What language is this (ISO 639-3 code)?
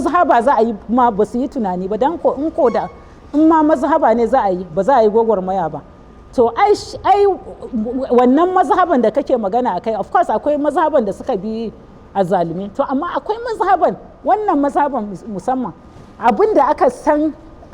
hau